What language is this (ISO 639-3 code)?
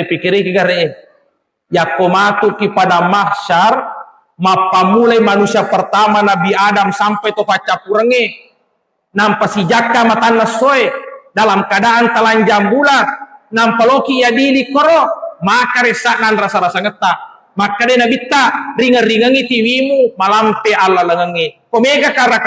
bug